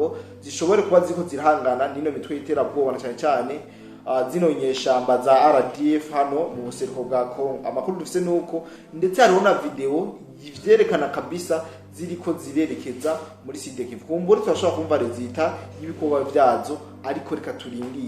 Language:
Rundi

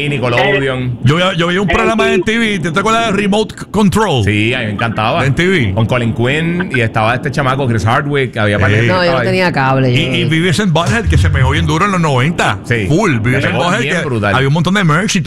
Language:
Spanish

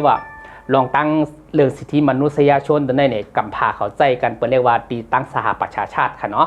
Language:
Shan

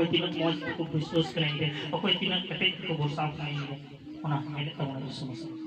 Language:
Santali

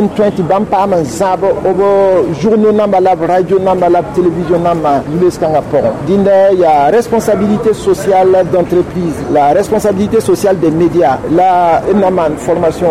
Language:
Mossi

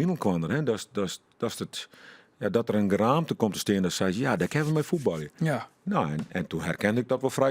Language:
Western Frisian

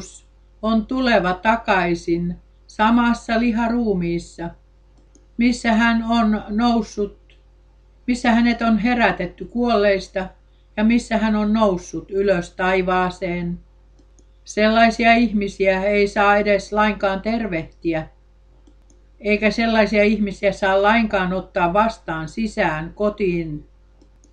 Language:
Finnish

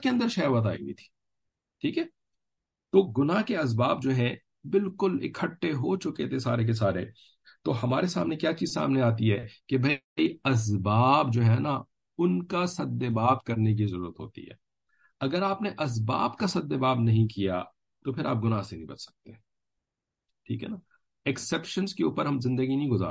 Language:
Urdu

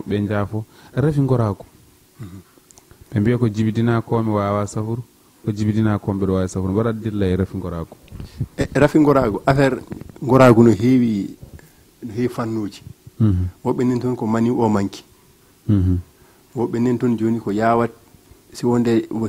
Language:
Fula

